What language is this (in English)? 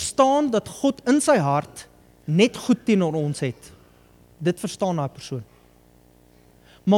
Afrikaans